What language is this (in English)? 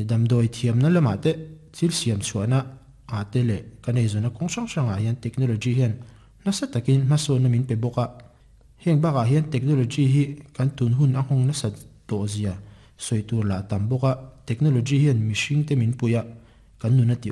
Mizo